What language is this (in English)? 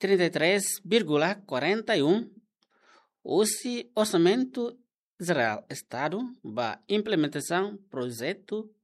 Tetum